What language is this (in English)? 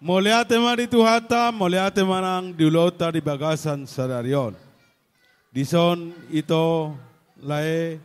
Batak Toba